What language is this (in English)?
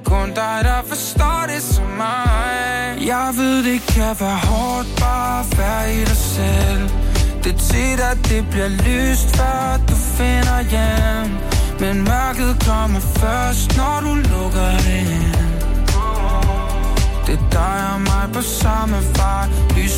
Danish